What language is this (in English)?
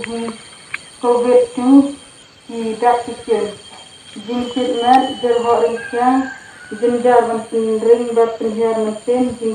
Khasi